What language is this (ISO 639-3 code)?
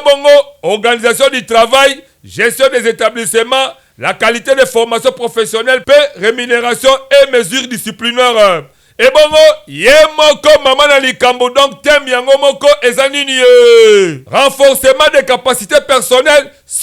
lin